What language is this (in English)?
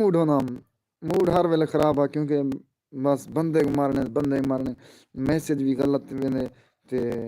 Saraiki